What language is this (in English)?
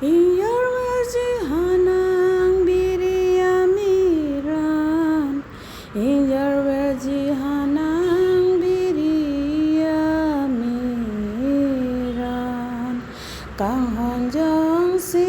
Karbi